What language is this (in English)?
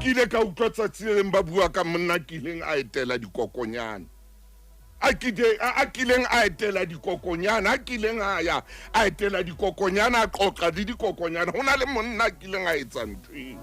Southern Sotho